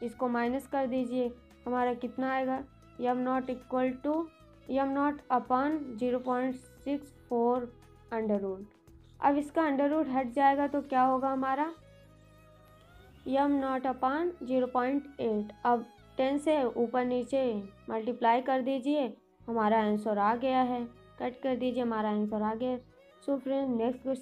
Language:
Hindi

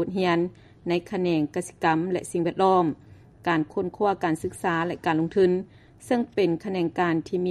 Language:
Lao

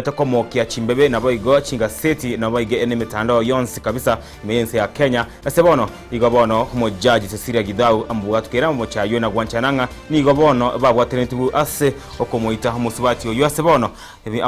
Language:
Gusii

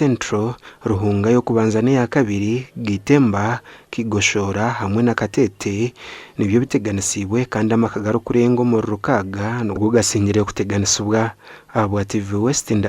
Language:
Nyankole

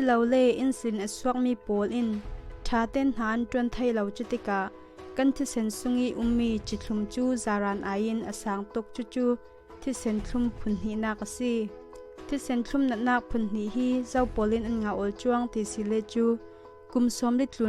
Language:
Falam Chin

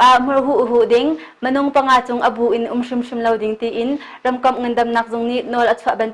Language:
Hakha Chin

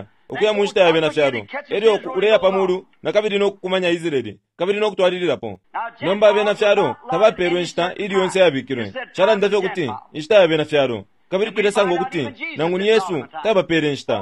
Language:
Bemba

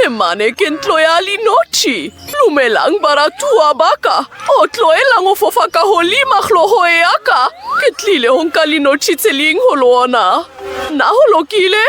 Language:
Southern Sotho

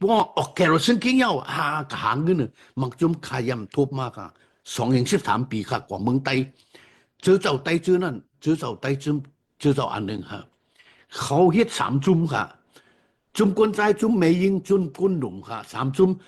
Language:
Shan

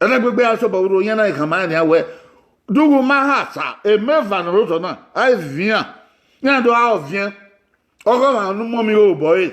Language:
Bini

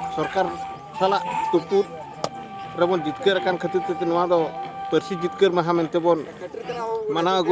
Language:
Santali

